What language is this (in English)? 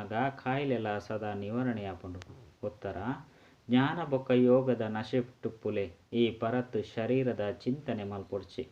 Tulu